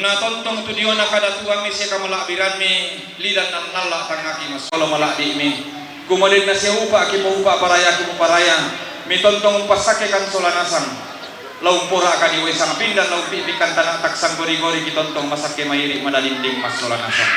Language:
Toraja-Sa'dan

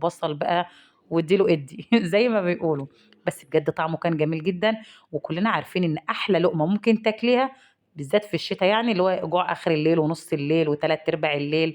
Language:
Egyptian Arabic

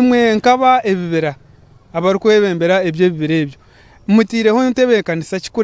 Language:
Nyankole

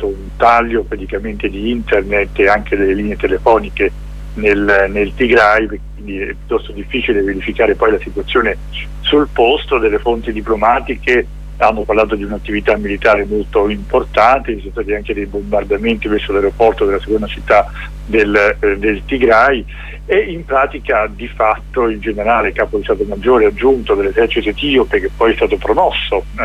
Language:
Italian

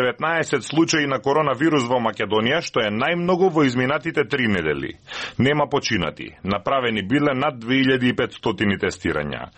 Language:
Macedonian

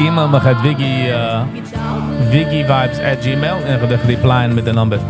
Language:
Yiddish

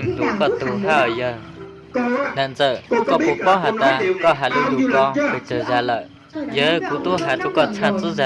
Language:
Hmong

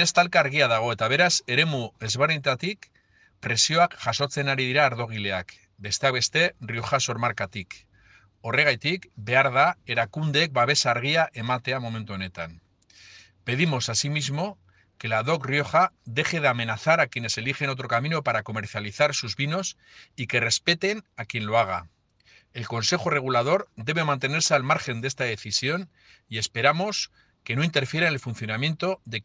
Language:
Basque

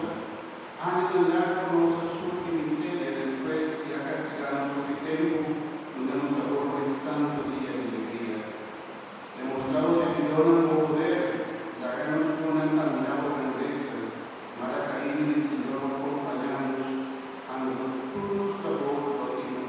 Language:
Papiamento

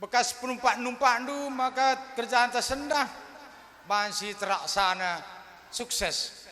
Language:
Batak Karo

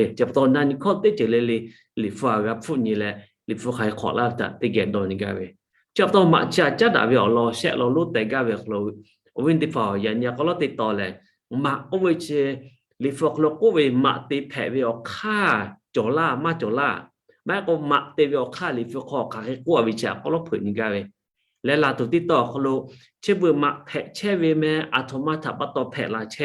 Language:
Lahu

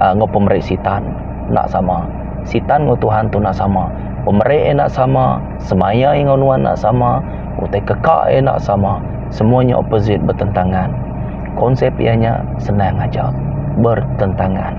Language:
Iban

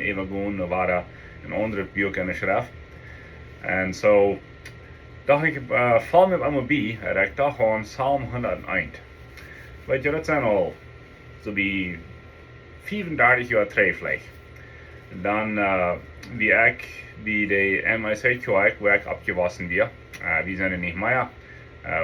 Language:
Plautdietsch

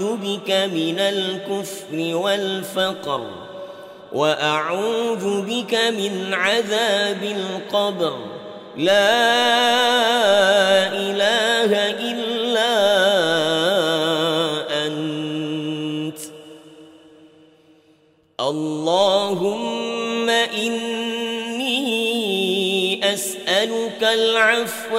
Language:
Arabic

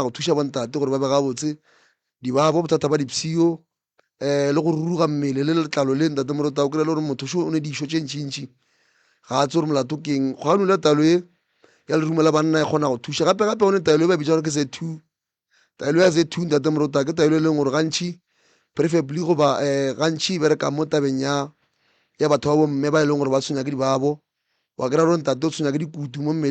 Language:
Northern Sotho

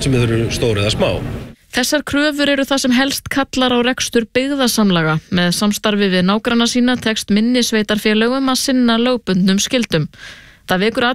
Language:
Icelandic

